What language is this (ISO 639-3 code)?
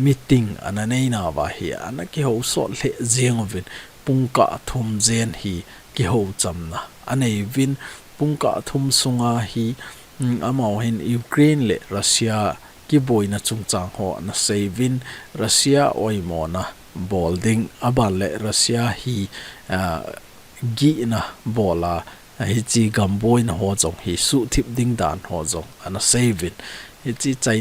tcz